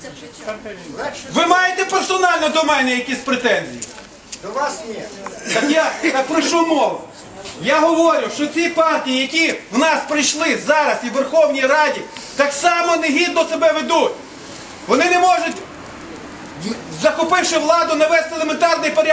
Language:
Ukrainian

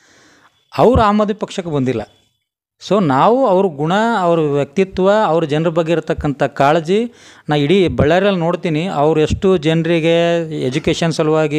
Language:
Kannada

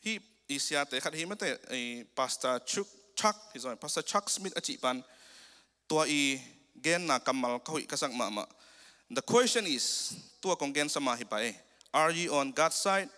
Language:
Tedim Chin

